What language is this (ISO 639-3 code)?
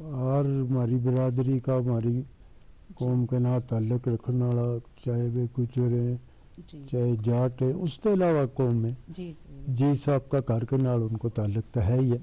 gju